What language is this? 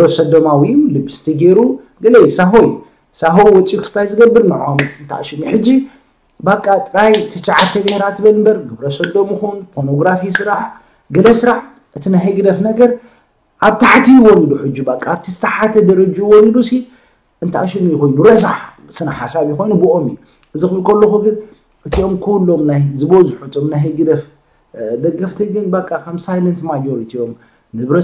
Tigrinya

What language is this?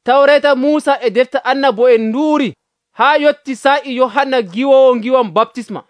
Nigerian Fulfulde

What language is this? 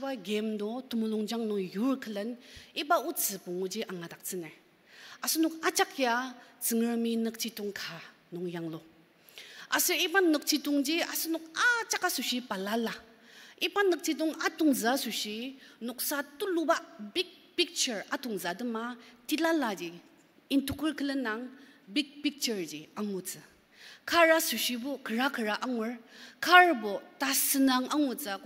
Ao Naga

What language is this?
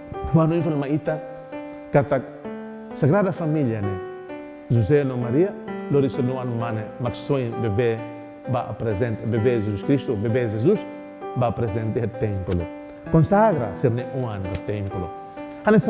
Tetum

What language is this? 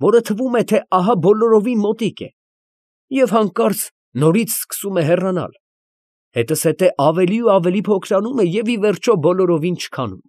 Armenian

